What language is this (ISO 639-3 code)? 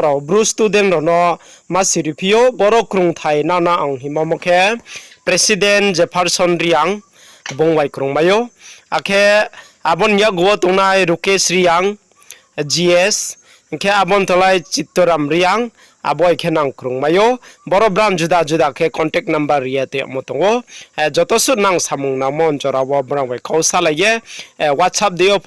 ria